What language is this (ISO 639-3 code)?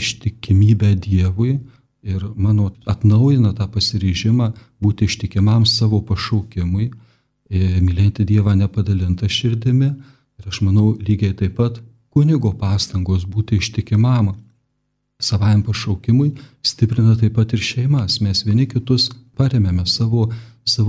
lit